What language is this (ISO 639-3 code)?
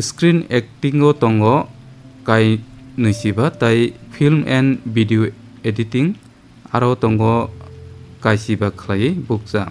trp